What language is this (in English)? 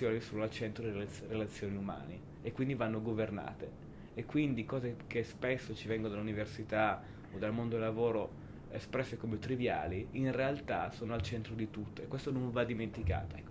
Italian